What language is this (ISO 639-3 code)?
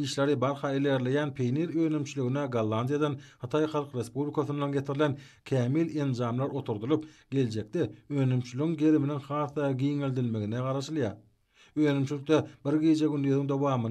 tuk